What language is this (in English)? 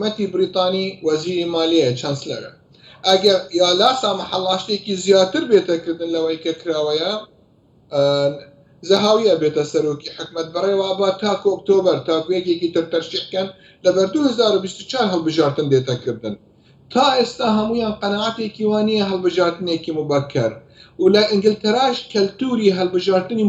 Central Kurdish